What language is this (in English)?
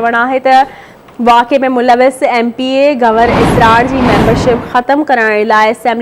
Sindhi